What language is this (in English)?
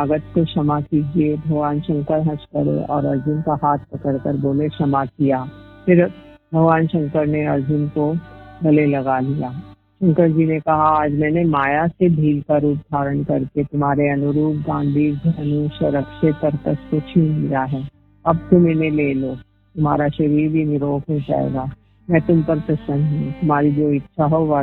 Hindi